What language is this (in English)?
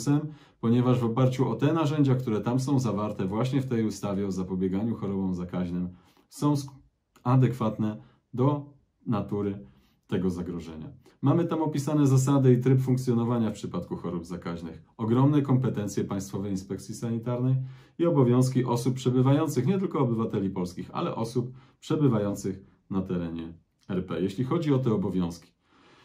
Polish